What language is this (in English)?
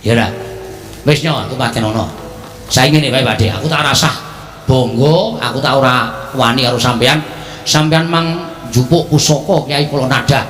Javanese